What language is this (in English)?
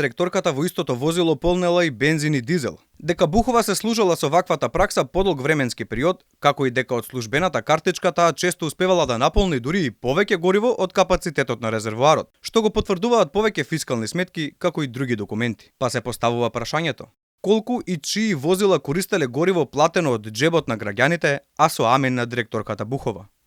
Macedonian